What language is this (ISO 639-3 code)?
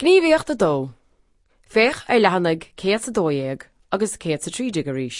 gle